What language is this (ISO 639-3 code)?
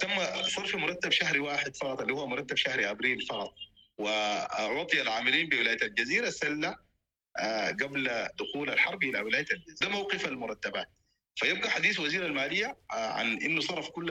apd